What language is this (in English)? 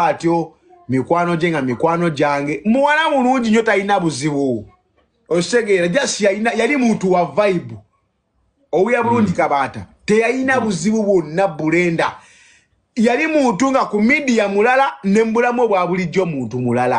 Ganda